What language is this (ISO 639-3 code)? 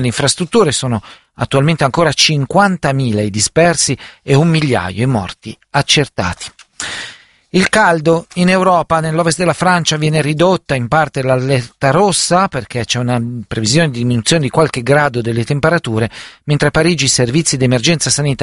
ita